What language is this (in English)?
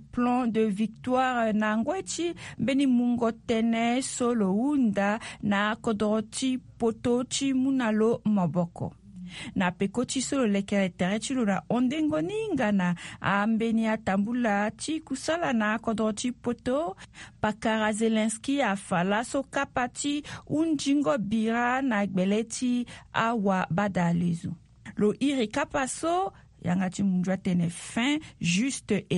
Sango